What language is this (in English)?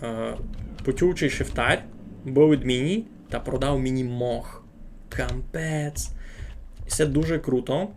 Rusyn